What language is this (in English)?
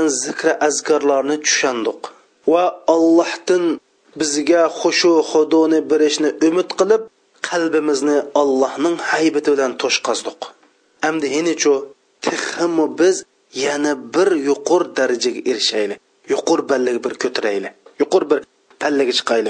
Uyghur